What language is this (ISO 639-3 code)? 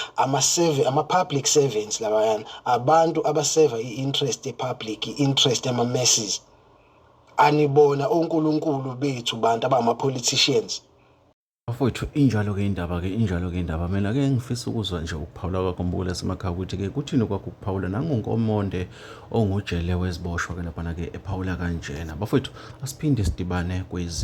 zul